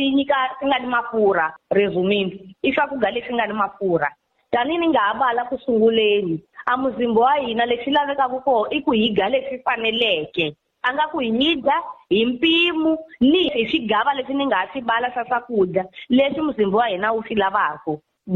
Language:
Tsonga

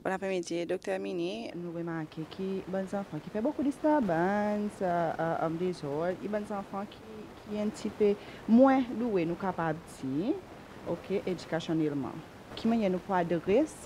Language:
Seselwa Creole French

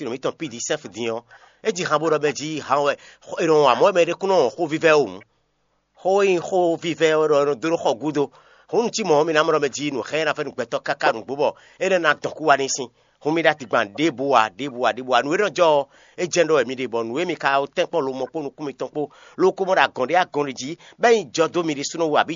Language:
Fon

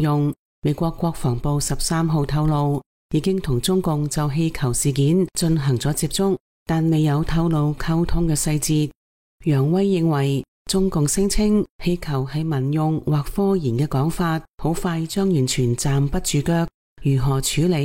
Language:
Cantonese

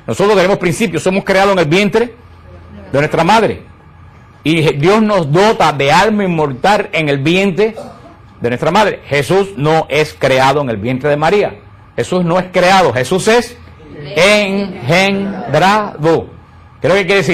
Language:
Spanish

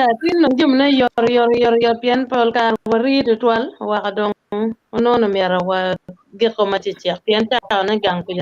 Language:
Acoli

